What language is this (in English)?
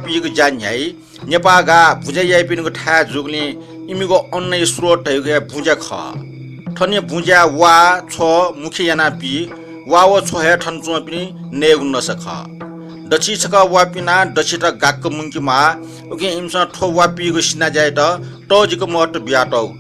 Newari